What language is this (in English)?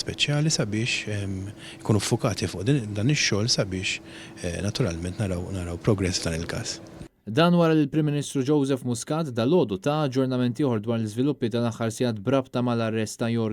Maltese